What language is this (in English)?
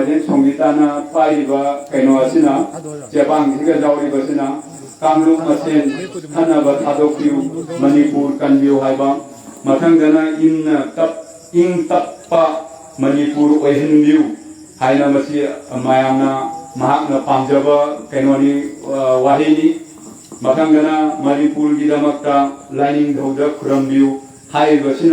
Manipuri